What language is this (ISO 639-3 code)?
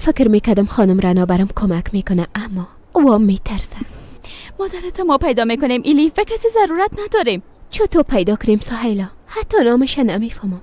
fas